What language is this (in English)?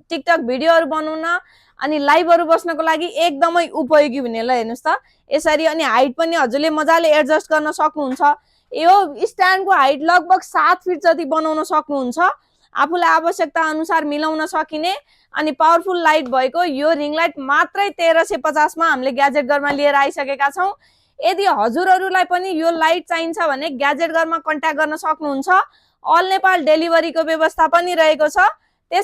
Nepali